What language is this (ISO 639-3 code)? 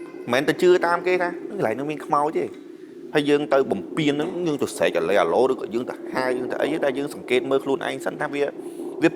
khm